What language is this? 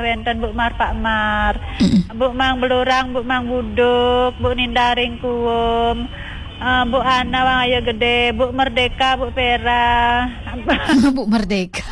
Balinese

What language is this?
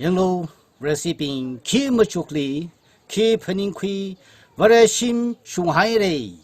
Tangkhul Naga (India)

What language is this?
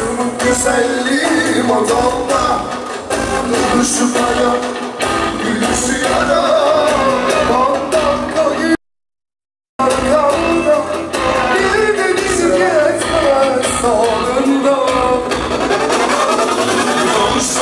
Turkish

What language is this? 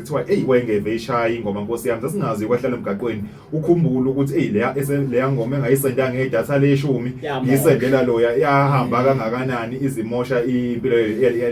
Zulu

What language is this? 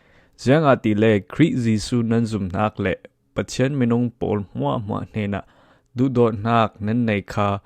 Falam Chin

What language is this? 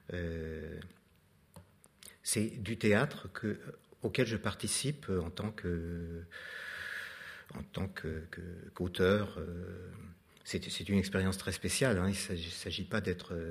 French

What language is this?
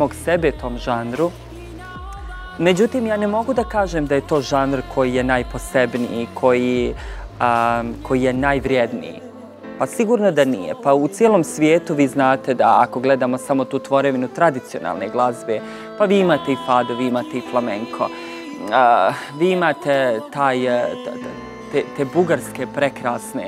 Serbian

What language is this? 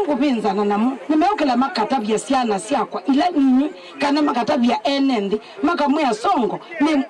Kamba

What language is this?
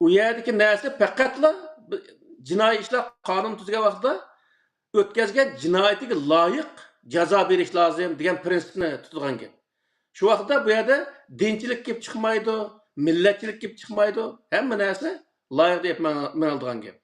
Uyghur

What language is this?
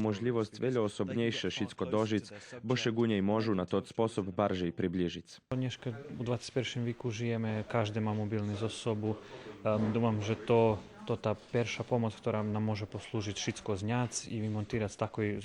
Rusyn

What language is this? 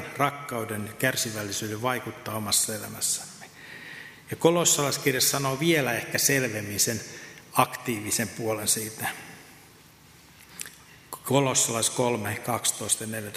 Finnish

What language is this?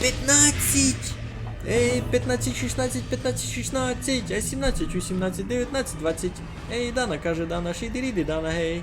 Rusyn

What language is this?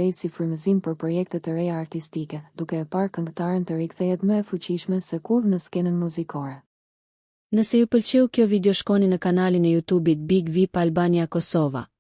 Albanian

